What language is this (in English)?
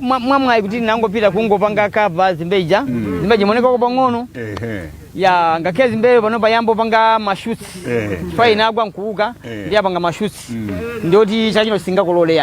Nyanja